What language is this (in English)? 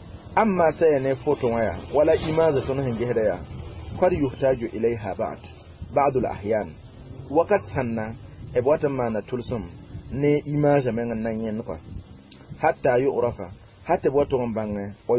Mossi